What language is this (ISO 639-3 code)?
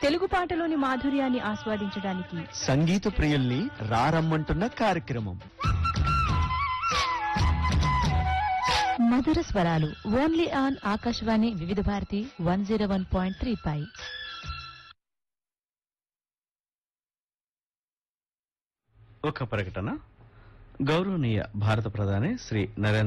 tel